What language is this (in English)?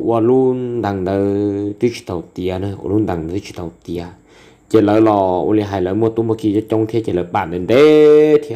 Hmong